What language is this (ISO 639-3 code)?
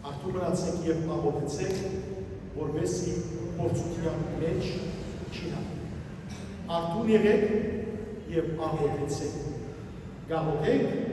hyw